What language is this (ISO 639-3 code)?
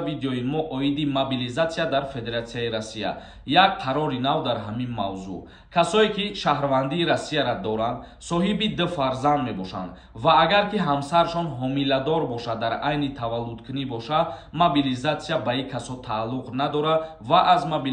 tgk